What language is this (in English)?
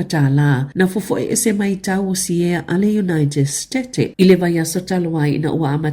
Samoan